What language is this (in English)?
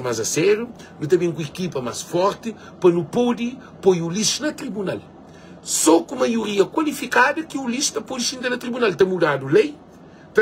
Kabuverdianu